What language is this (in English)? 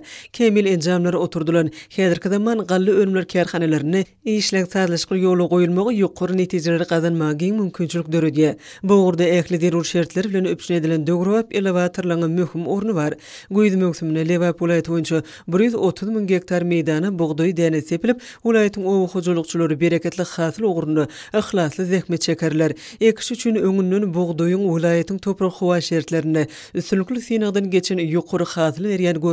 Turkmen